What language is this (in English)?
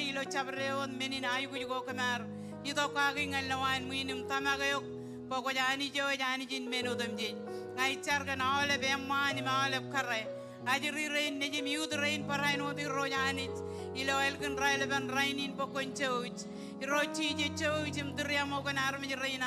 Marshallese